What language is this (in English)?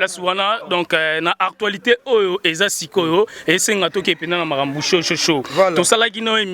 Lingala